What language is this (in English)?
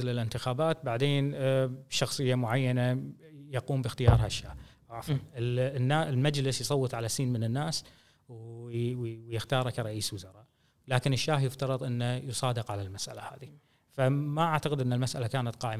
Gulf Arabic